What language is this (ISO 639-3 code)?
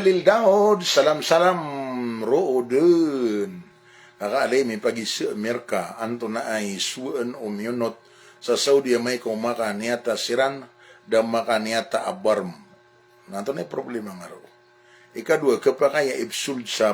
mrw